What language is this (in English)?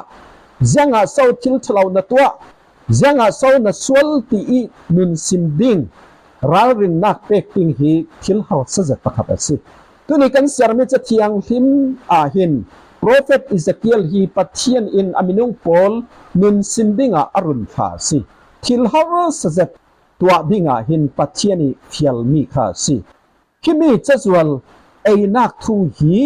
Falam Chin